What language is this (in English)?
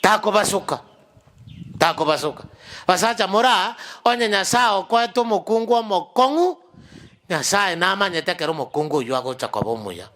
Gusii